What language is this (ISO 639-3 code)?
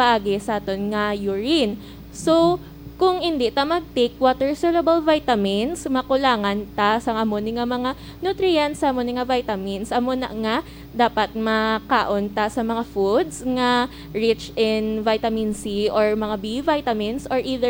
hil